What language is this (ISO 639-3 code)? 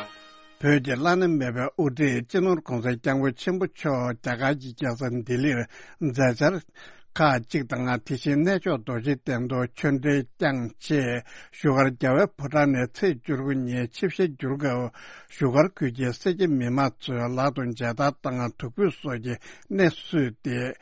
bod